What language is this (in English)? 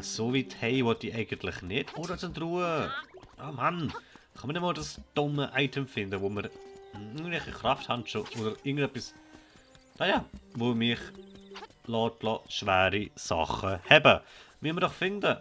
Swiss German